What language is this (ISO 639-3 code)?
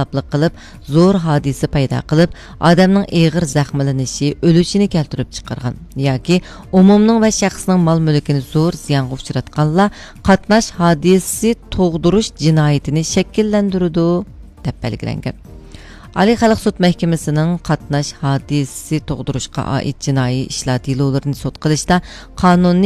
uig